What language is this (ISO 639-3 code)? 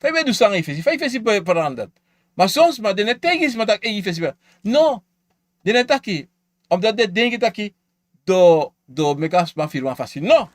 srn